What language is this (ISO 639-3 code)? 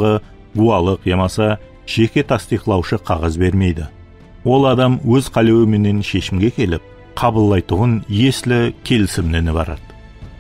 kaa